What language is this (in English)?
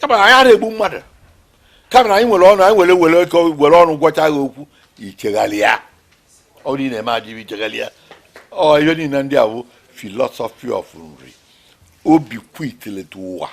Igbo